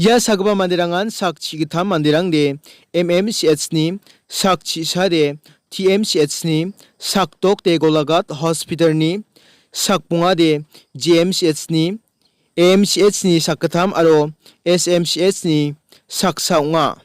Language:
Garo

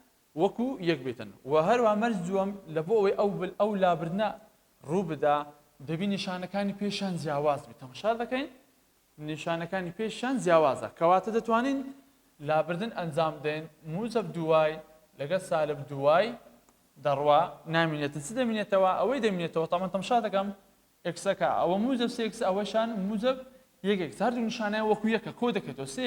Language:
Central Kurdish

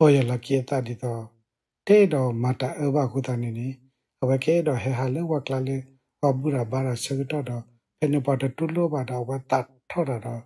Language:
S'gaw Karen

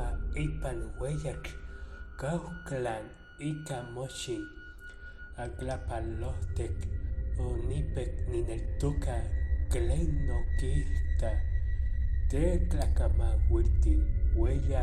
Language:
Nahuatl languages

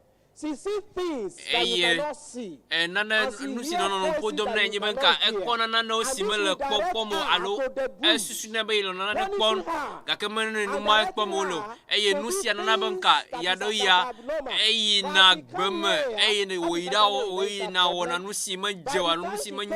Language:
Ewe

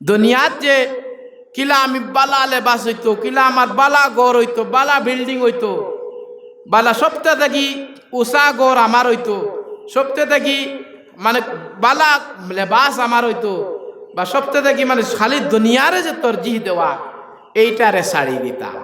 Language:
Sylheti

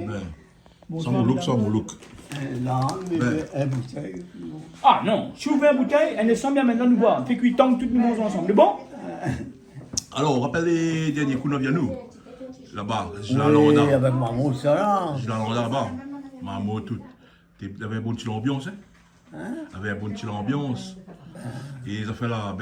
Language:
Réunion Creole French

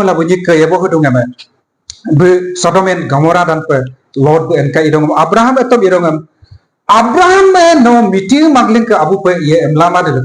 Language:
Adi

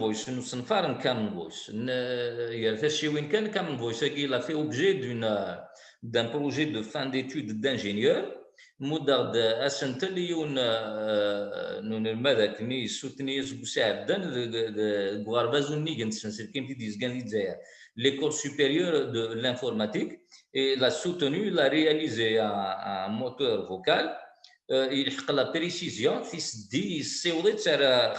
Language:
Kabyle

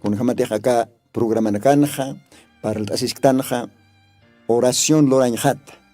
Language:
Aymara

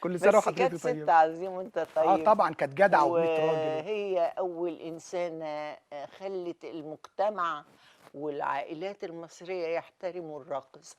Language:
Egyptian Arabic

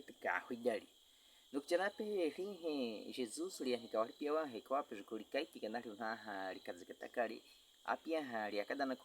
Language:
Baniwa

